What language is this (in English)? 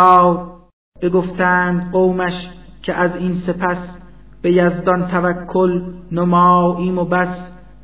Persian